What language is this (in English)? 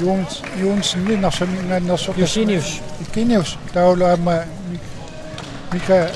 Kalaallisut